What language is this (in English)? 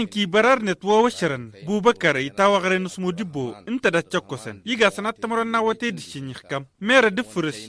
Tamasheq